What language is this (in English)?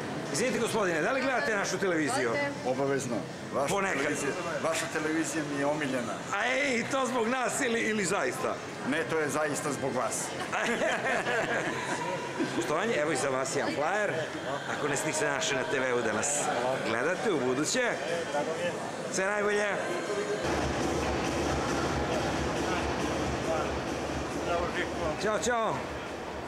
Serbian